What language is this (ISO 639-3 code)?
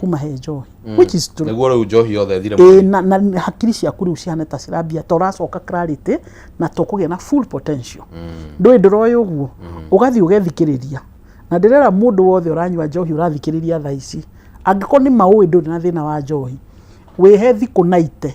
kik